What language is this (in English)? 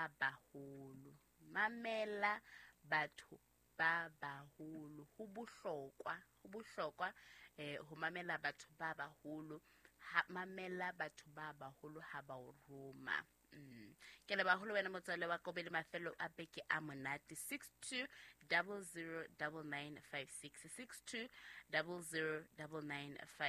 Southern Sotho